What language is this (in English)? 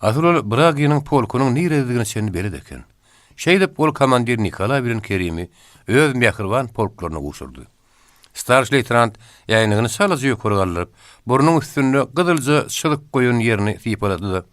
Turkmen